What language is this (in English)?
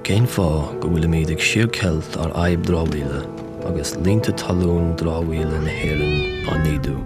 Irish